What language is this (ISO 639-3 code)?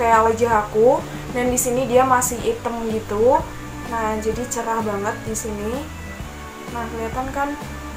ind